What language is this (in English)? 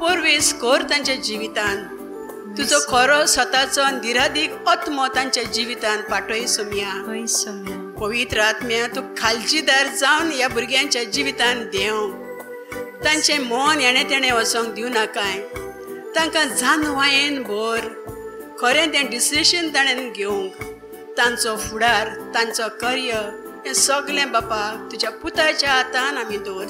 Konkani